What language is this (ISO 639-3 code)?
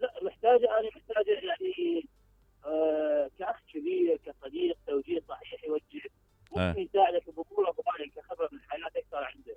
acm